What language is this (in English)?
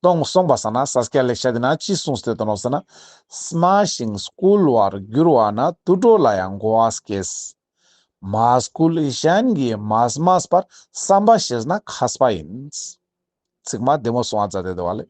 Ladakhi